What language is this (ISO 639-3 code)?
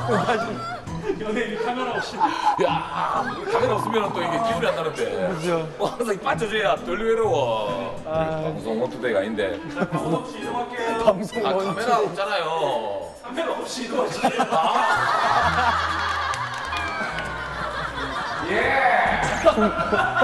kor